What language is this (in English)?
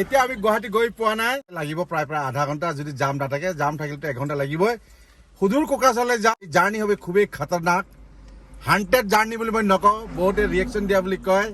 Assamese